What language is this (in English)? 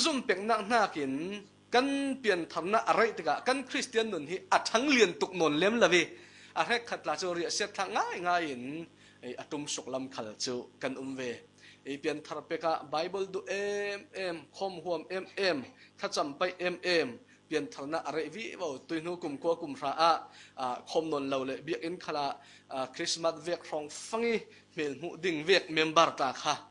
Falam Chin